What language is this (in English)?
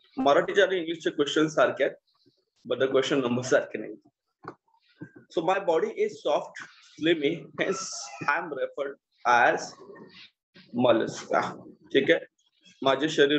Marathi